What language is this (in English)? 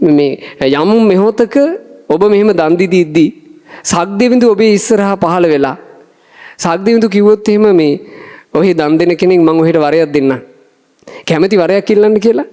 Sinhala